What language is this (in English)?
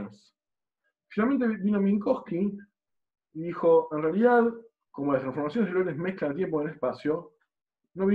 Spanish